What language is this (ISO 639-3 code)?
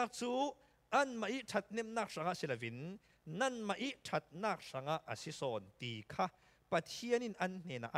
cfm